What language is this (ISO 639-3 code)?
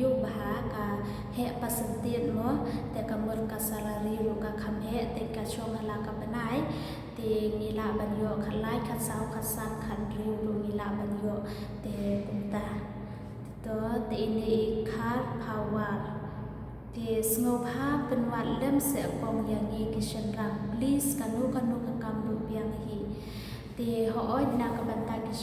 kha